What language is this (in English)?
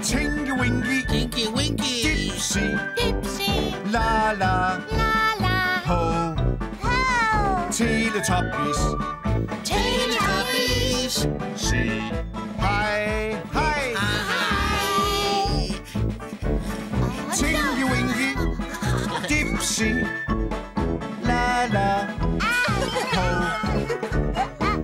Danish